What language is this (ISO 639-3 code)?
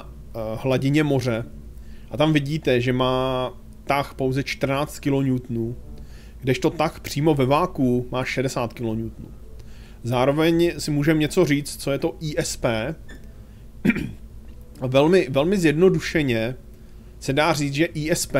ces